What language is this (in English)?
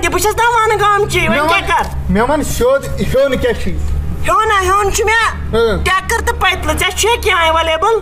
Kashmiri